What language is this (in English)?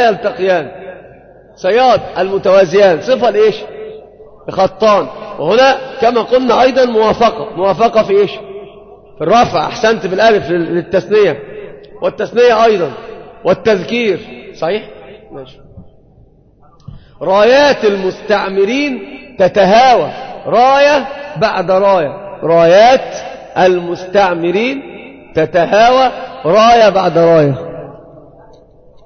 Arabic